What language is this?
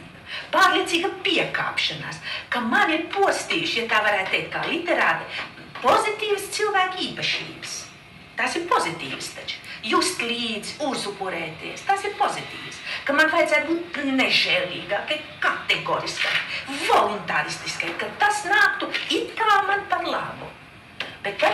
Latvian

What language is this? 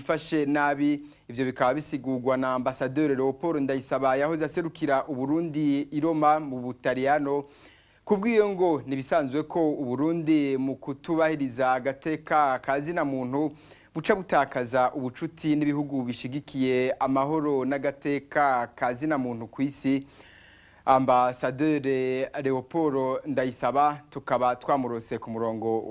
Rundi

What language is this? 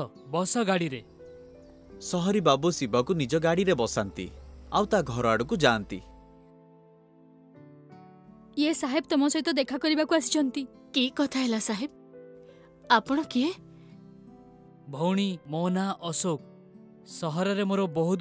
Odia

